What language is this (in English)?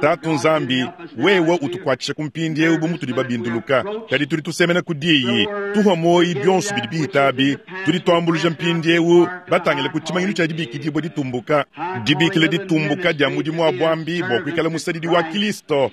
Luba-Lulua